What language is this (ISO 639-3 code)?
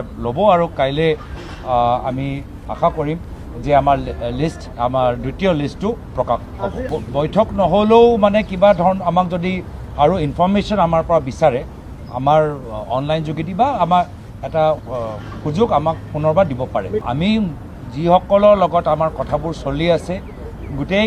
asm